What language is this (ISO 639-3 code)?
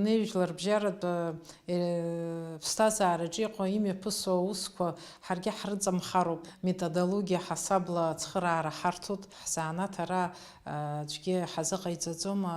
abk